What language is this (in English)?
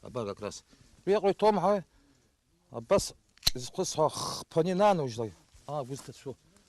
Abkhazian